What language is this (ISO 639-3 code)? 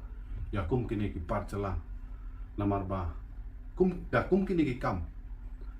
kha